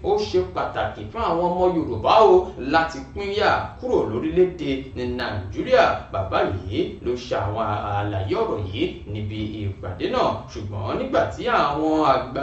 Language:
Yoruba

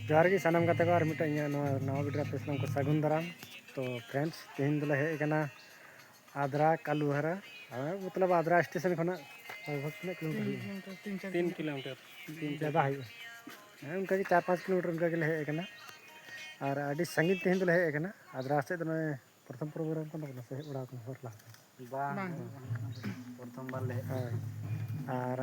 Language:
Santali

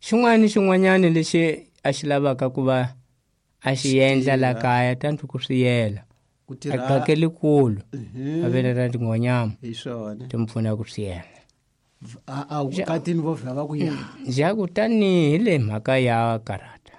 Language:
Tsonga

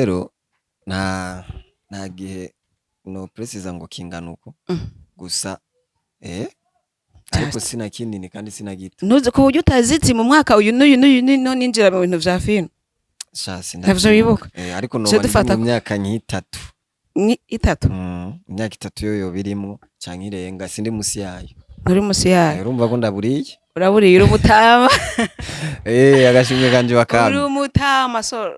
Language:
Rundi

